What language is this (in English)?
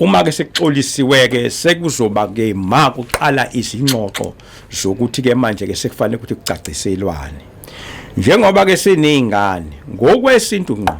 Zulu